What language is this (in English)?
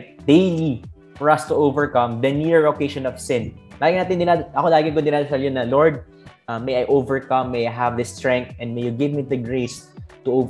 Filipino